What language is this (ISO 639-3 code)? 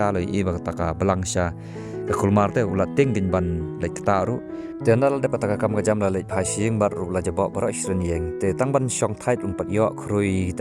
kha